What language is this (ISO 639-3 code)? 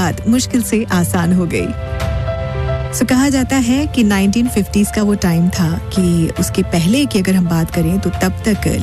hin